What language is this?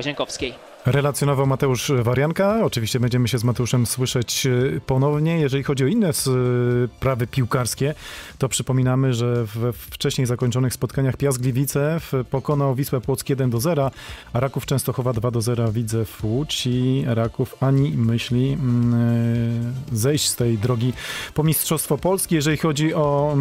Polish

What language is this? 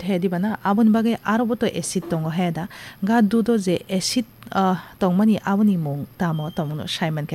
Kok Borok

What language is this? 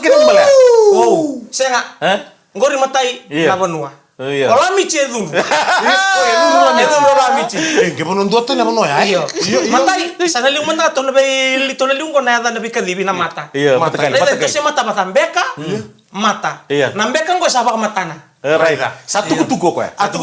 Fijian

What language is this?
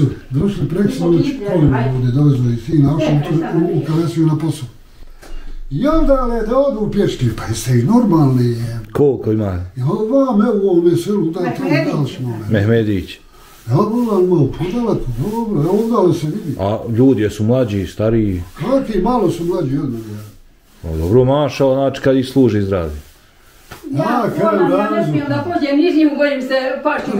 Bosnian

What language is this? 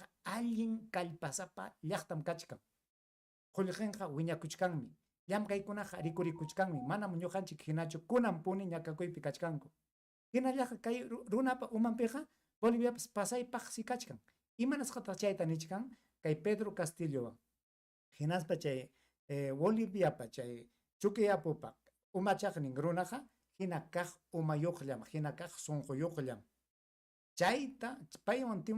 Ayacucho Quechua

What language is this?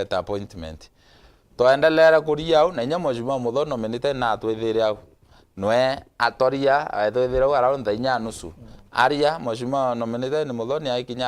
Meru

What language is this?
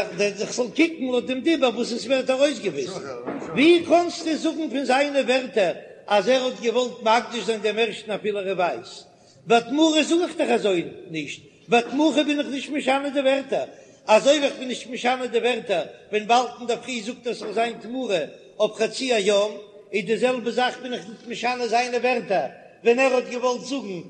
Yiddish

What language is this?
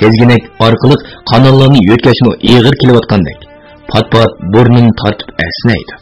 Uyghur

